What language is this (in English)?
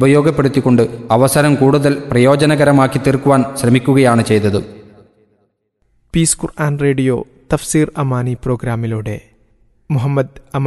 Malayalam